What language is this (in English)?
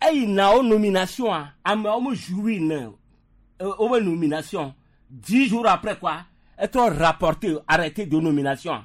Gen